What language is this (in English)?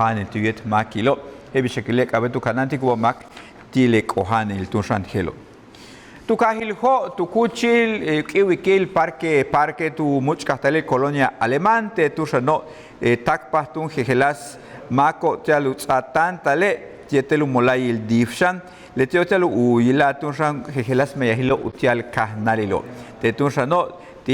Yucateco